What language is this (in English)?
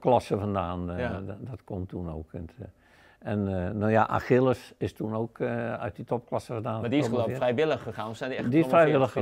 Dutch